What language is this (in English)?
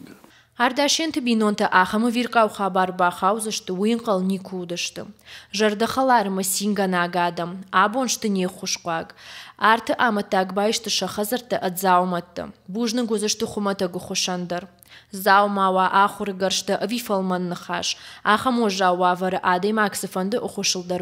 Ossetic